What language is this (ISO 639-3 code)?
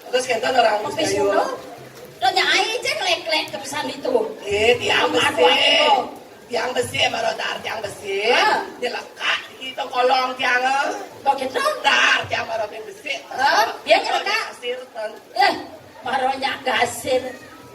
ban